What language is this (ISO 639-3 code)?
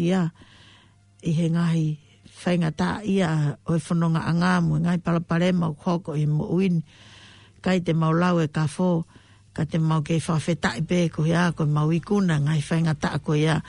ton